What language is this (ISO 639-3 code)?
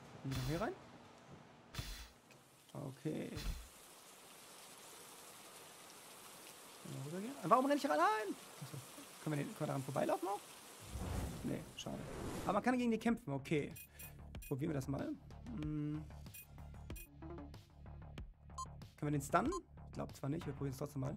deu